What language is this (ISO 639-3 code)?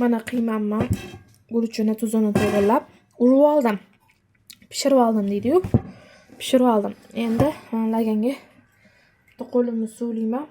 uzb